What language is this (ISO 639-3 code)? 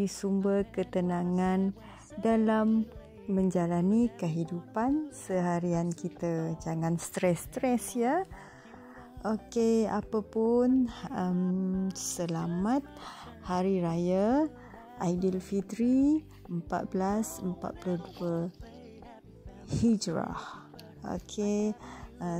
msa